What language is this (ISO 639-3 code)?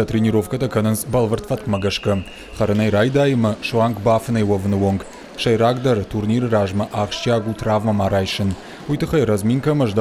oss